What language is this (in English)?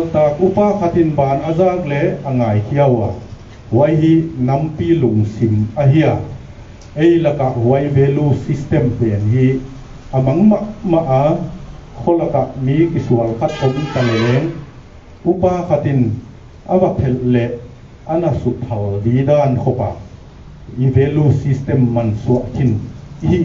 Paite Chin